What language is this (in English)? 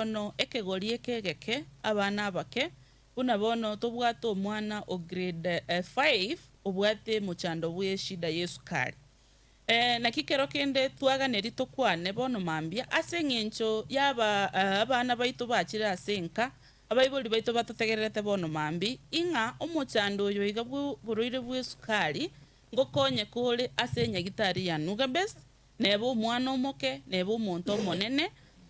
Gusii